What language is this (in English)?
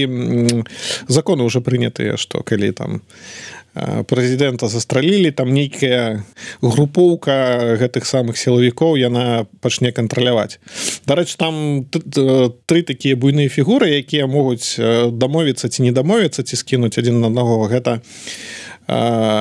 Belarusian